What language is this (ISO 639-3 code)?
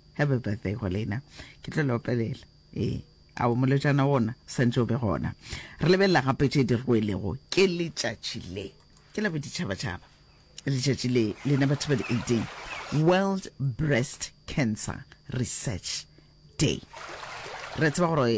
nso